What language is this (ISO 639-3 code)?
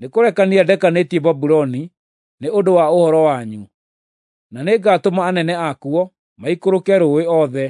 kik